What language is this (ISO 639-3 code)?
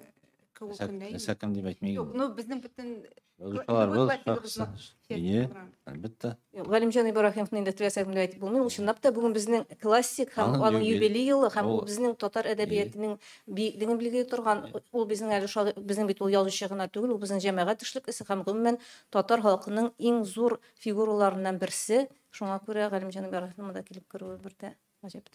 tat